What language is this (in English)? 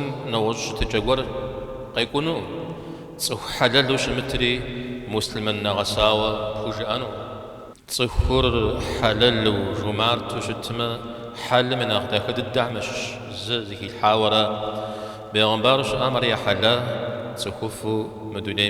Kabardian